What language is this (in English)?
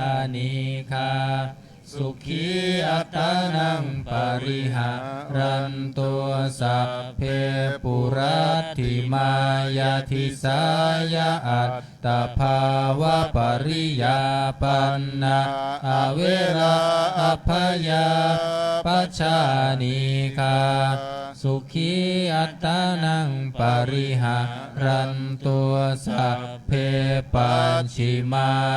Pali